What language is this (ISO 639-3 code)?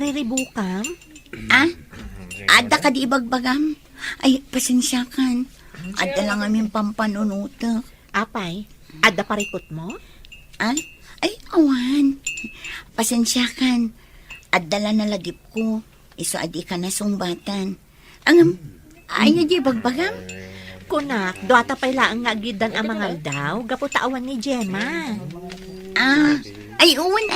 ilo